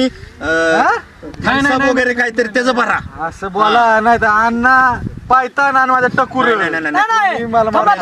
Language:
Marathi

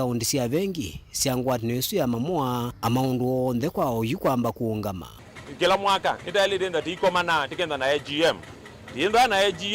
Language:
Kamba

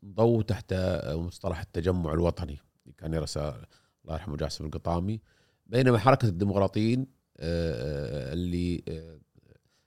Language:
Gulf Arabic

